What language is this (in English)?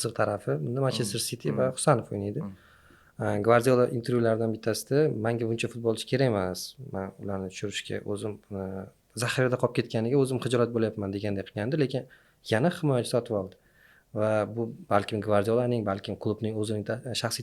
Uzbek